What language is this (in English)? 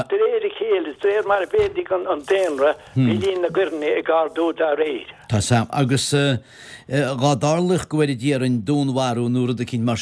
Irish